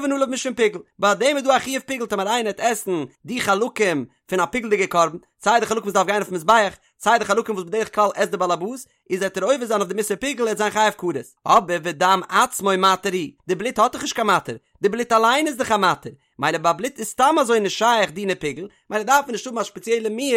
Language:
Yiddish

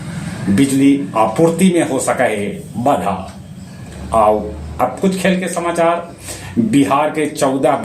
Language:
Magahi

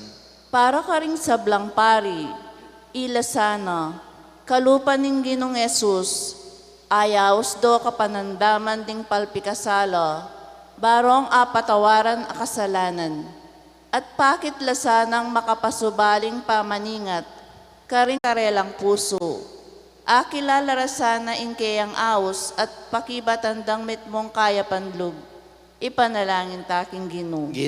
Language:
Pampanga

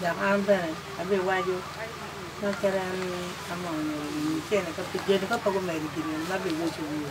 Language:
Acoli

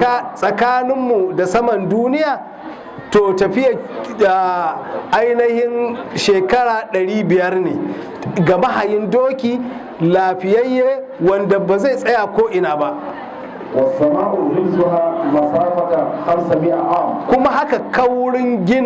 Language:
Hausa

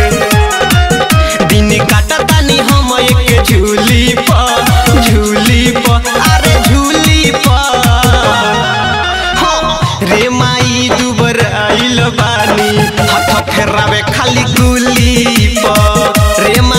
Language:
Bhojpuri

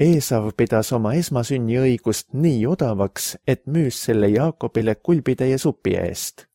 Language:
Estonian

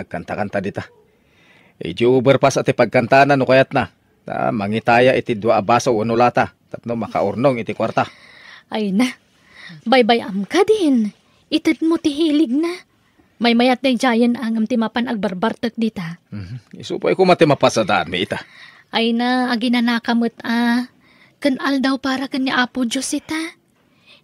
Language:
Iloko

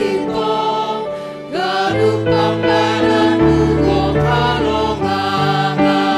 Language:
Batak Simalungun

